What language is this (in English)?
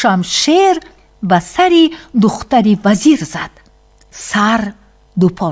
Tajik